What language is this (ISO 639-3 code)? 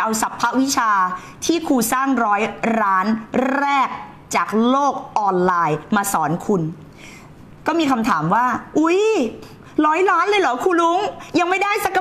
tha